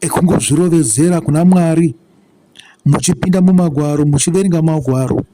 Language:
Shona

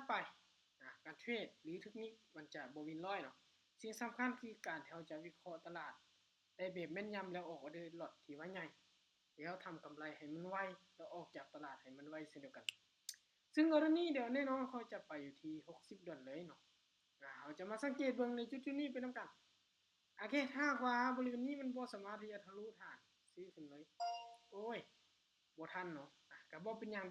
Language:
Lao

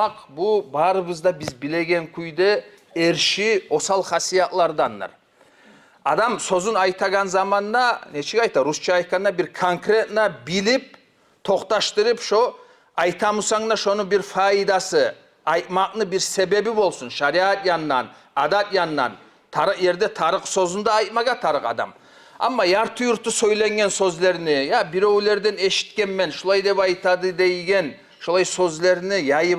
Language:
Kumyk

